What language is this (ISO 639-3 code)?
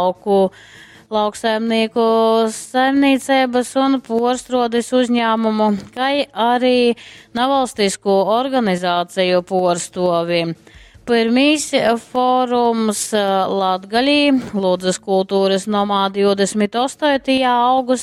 ltg